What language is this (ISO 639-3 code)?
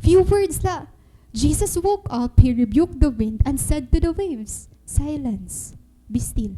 war